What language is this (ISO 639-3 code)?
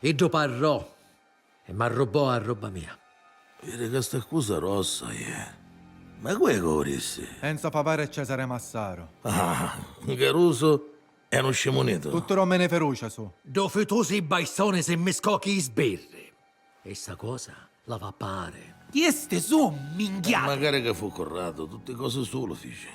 scn